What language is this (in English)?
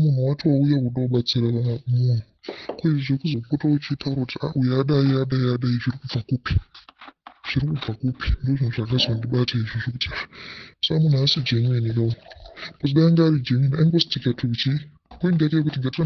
Shona